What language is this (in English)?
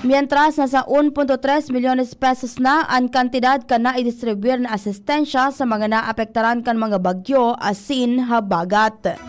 Bikol